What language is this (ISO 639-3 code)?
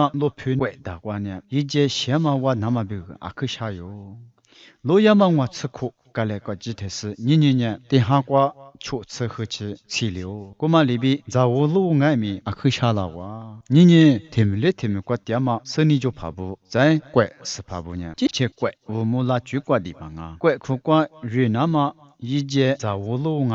lis